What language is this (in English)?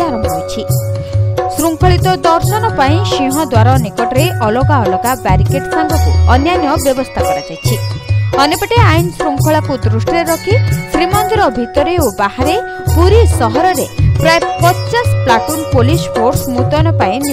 Odia